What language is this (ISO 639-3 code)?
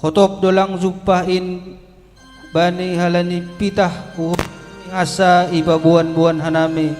bts